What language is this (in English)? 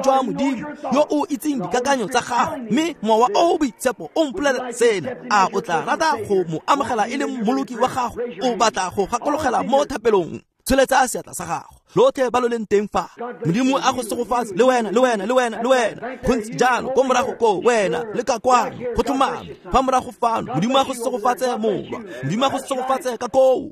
Tswana